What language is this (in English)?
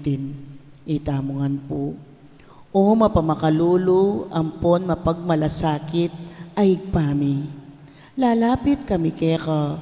Pampanga